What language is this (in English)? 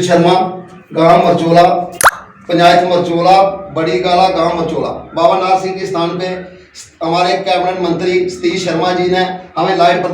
Dogri